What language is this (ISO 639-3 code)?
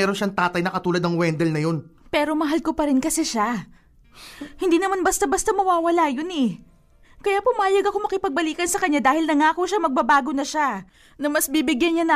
fil